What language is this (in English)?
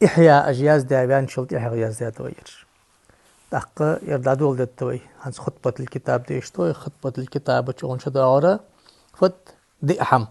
Ingush